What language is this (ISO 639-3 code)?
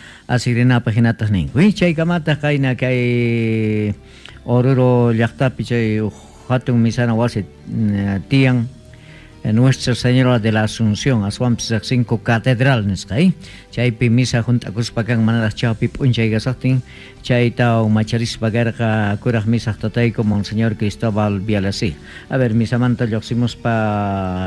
que